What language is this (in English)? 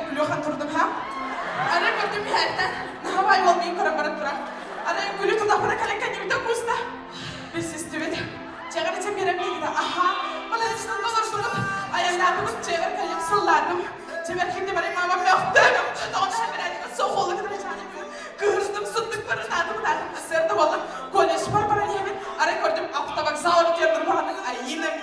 Yakut